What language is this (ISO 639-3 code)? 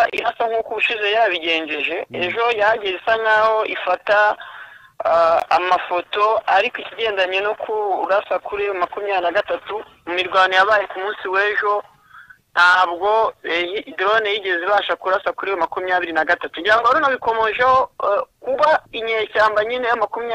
kin